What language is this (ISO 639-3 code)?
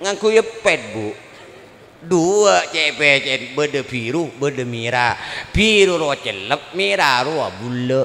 mad